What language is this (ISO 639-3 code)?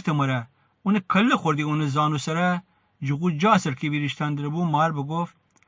glk